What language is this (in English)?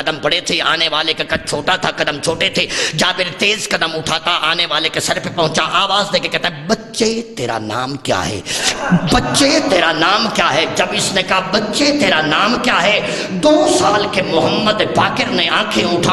Urdu